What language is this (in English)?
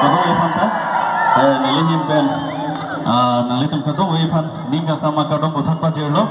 Karbi